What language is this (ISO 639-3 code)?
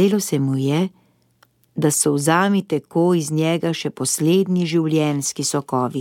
slv